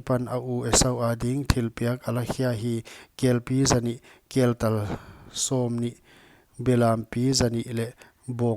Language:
Paite Chin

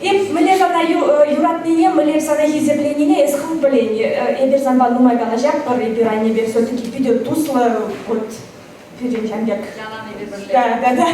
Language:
Chuvash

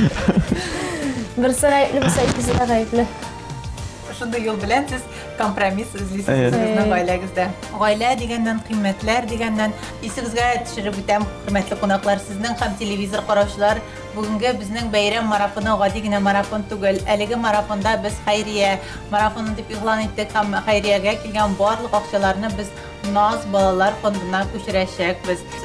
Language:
Tatar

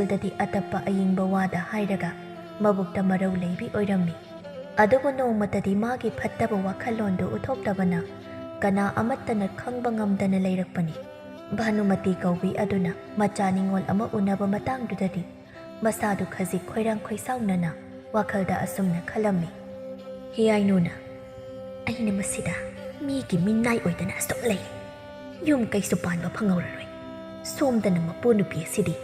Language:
Manipuri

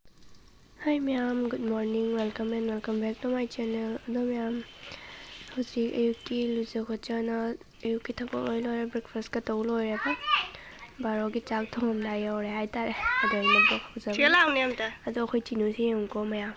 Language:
Manipuri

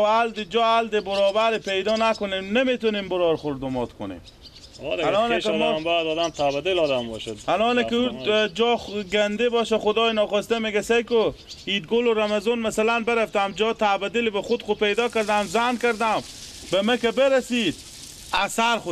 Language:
Persian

